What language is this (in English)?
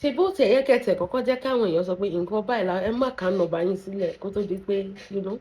Yoruba